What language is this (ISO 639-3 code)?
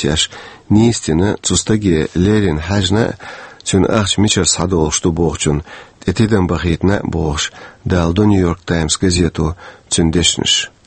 che